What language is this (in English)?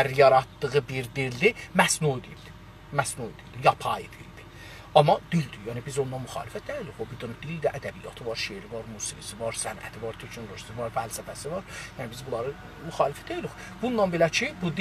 South Azerbaijani